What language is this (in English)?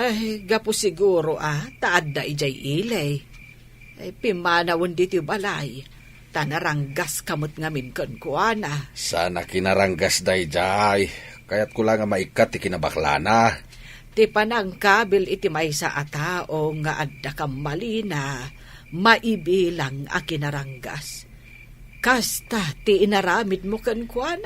Iloko